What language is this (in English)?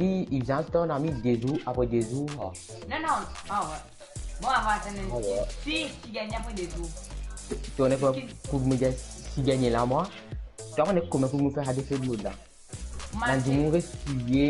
Morisyen